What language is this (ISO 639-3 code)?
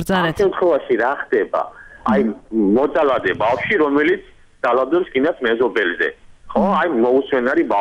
kat